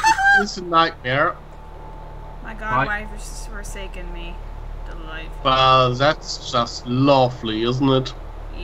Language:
English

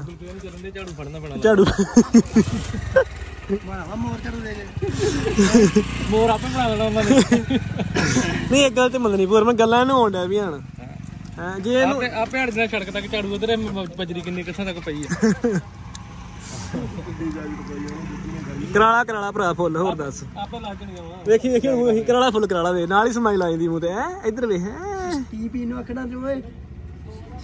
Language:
Punjabi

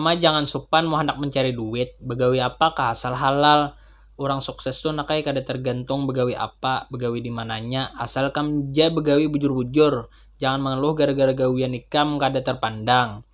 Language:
Banjar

